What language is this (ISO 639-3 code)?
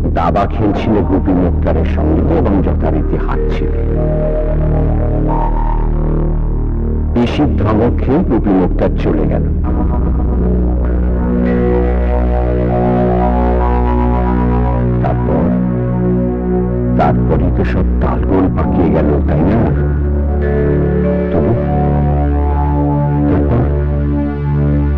ben